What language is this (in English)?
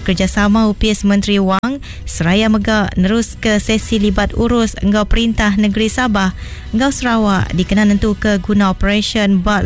Iban